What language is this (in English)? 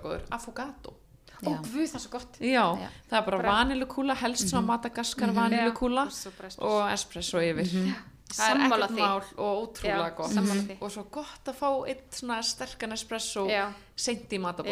Icelandic